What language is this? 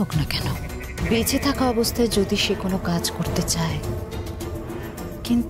Bangla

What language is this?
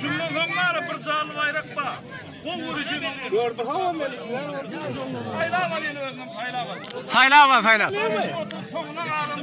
Turkmen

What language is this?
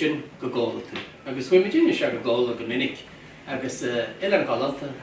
Irish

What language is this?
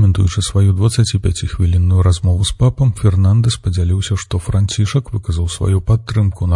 Belarusian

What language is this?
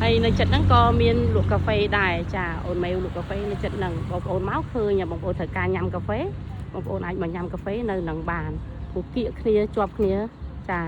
Khmer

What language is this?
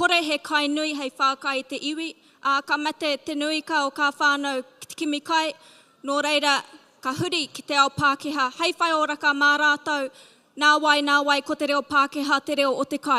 Māori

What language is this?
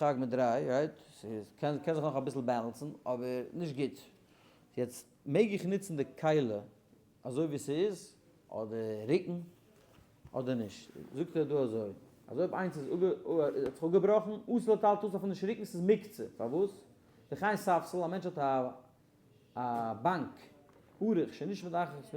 Yiddish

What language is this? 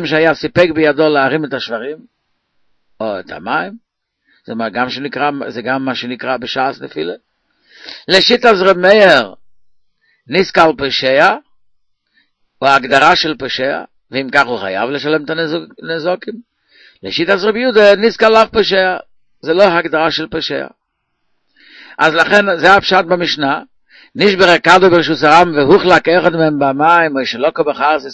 Hebrew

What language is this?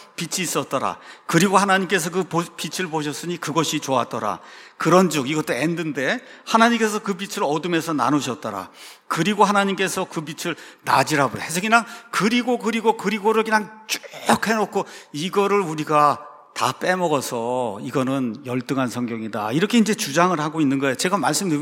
Korean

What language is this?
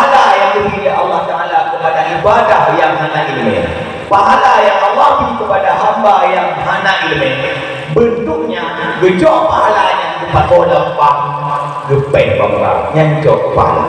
Achinese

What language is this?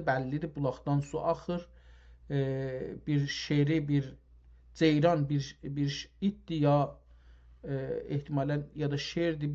South Azerbaijani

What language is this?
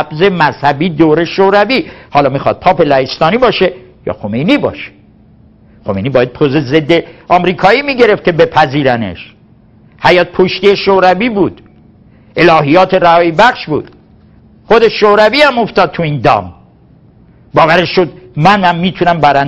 Persian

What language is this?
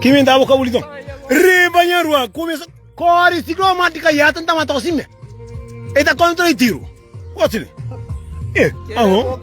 Kabuverdianu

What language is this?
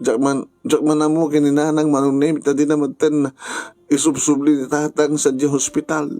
Iloko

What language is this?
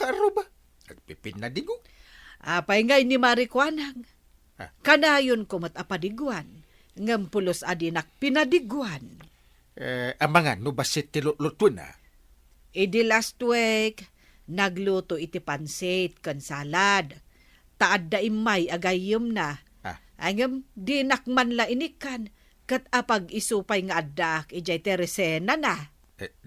Iloko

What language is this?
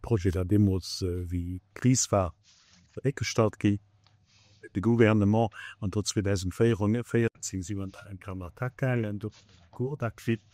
Luxembourgish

